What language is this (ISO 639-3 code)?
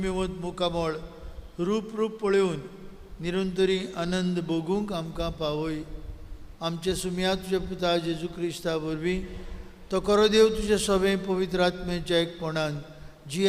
kok